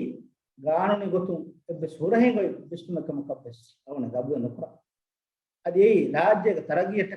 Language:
Divehi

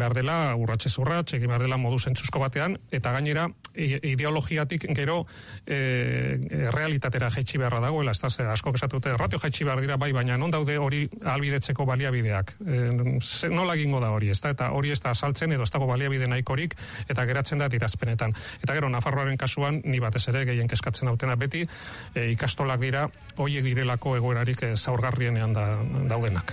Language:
Basque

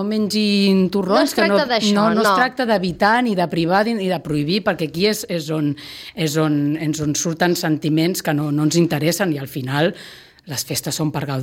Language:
Catalan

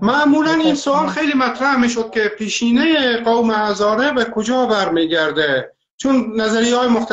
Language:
Persian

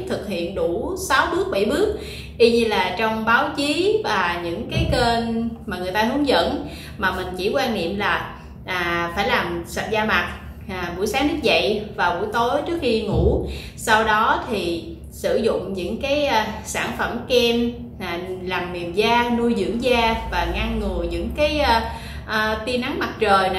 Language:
Vietnamese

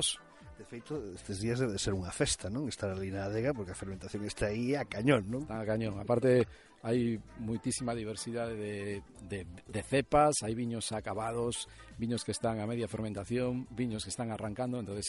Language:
Galician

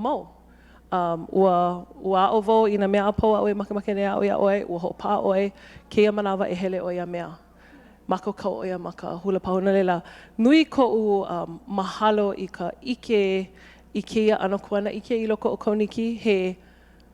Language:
Hawaiian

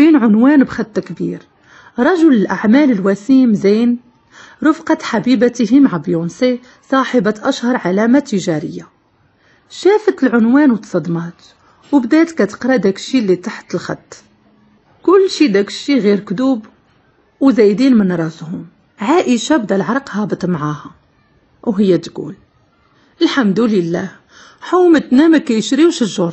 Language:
Moroccan Arabic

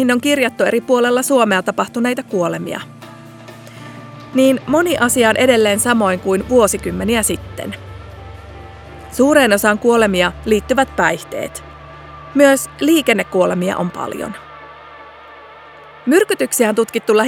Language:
Finnish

